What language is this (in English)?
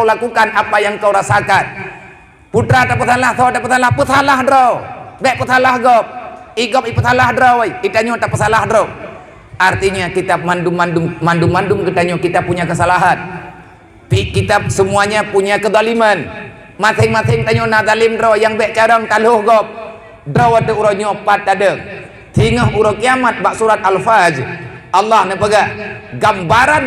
Achinese